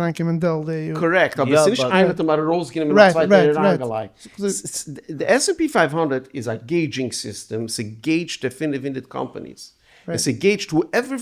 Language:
Yiddish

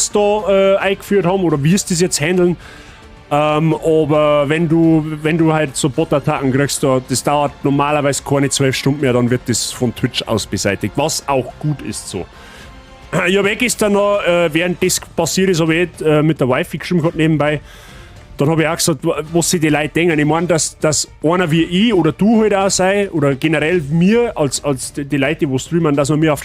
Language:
Bavarian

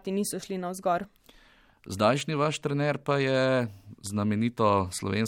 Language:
Slovenian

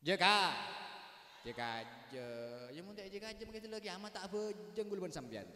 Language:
Madurese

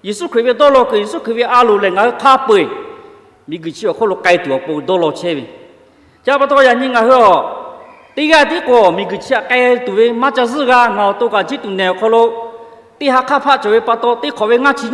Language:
Lahu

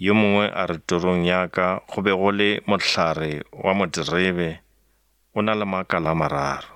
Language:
Northern Sotho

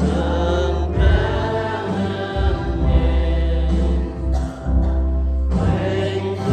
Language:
Central Mnong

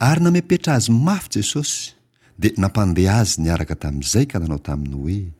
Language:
Malagasy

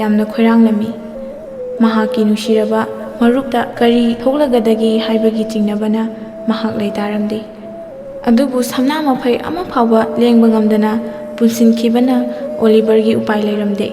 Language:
Manipuri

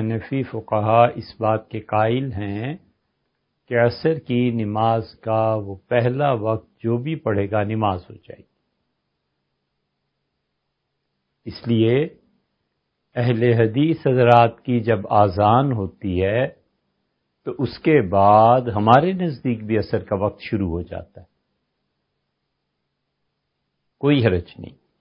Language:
Urdu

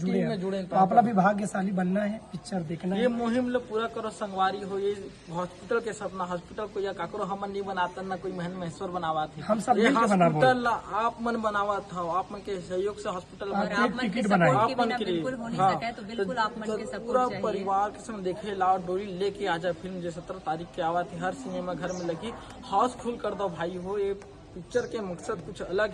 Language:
Chhattisgarhi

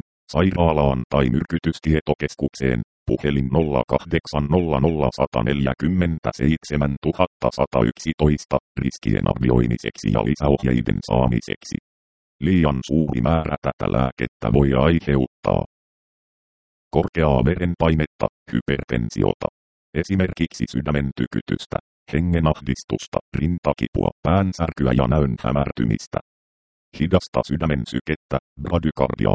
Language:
Finnish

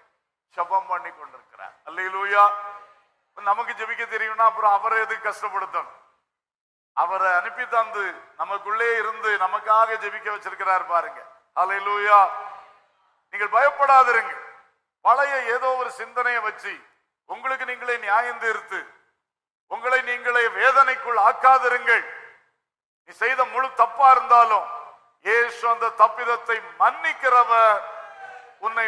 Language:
Tamil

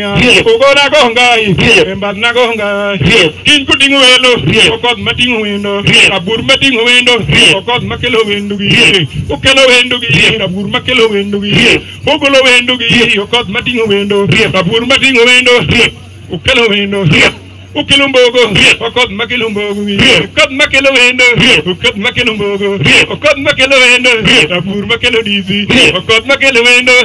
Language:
Luo (Kenya and Tanzania)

